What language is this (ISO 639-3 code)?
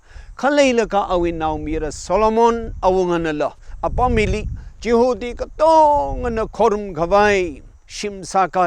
nmf